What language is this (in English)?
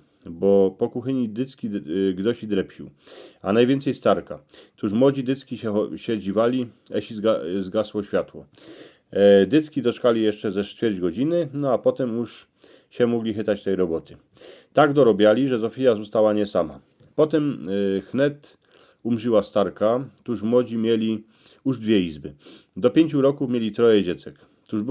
Silesian